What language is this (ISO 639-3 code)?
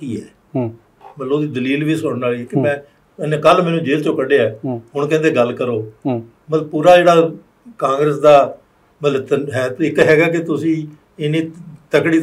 pan